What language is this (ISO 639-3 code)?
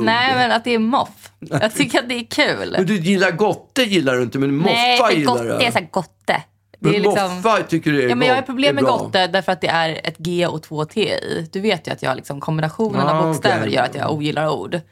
swe